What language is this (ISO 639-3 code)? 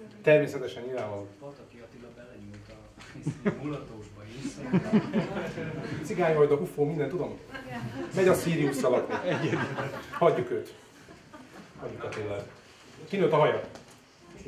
hun